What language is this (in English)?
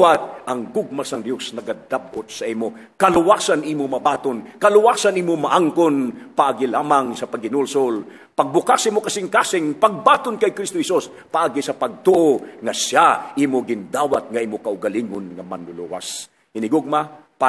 Hiligaynon